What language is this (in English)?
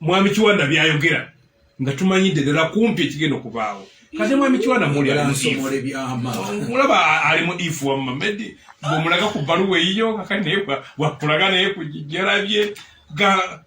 Ganda